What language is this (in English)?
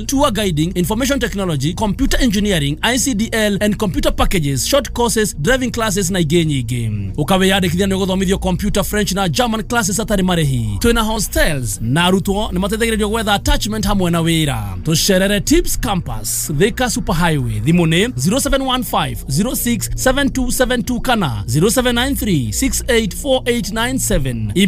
Kikuyu